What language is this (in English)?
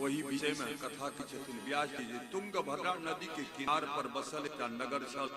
Maithili